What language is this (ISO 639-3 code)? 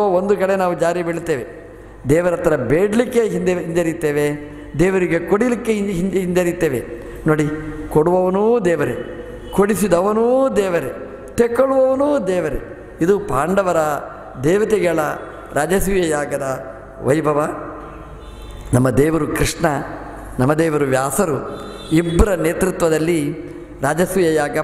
kan